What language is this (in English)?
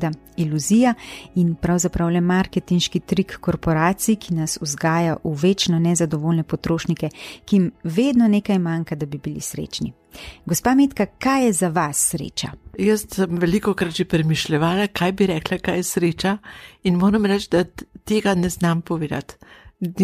Slovenian